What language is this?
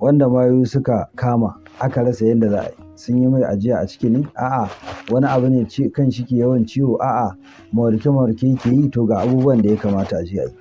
Hausa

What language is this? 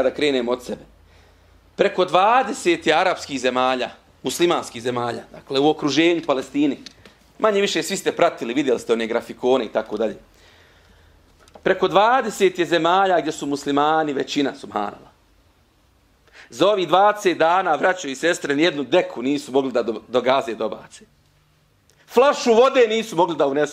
Bosnian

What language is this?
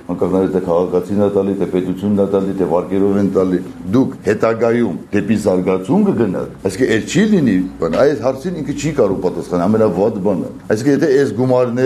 Armenian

